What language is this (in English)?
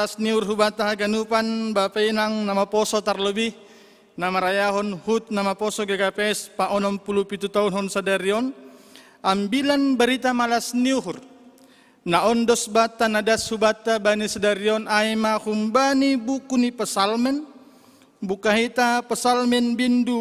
Batak Simalungun